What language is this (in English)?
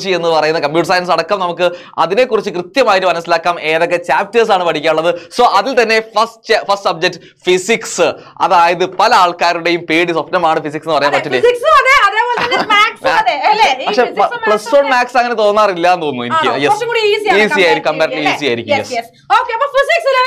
Malayalam